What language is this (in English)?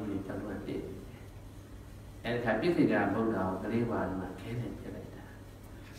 Burmese